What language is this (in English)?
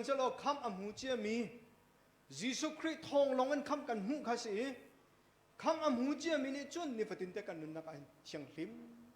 Hakha Chin